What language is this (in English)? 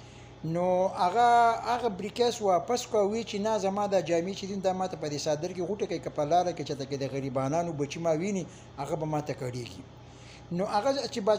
Pashto